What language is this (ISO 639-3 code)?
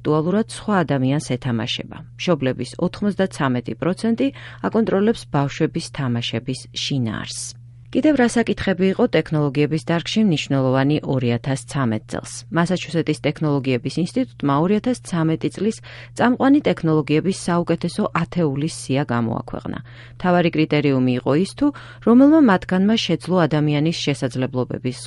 kat